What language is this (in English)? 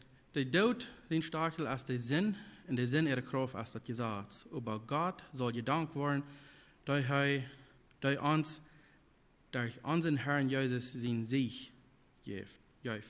Plautdietsch